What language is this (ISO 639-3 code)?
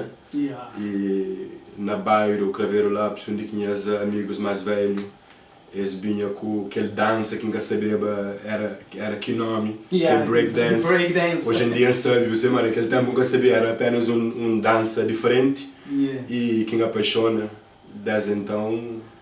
kea